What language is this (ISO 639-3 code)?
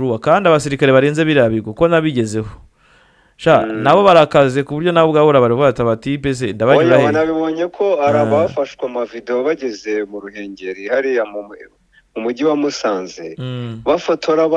kin